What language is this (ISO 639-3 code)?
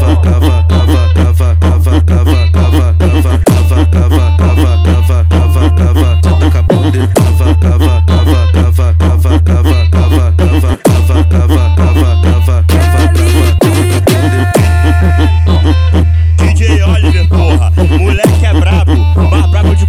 por